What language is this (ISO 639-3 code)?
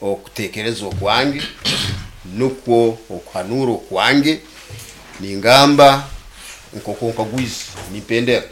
nyo